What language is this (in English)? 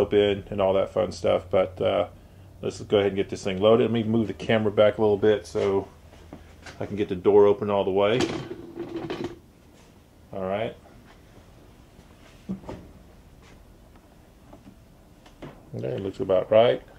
English